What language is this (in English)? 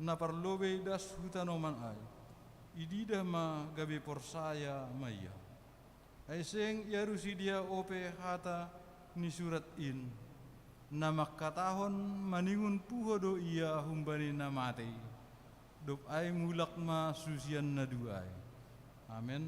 Batak Simalungun